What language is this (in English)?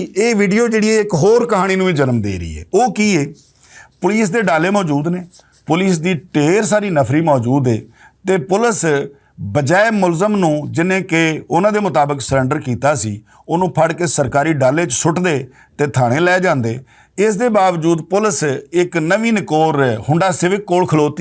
Western Panjabi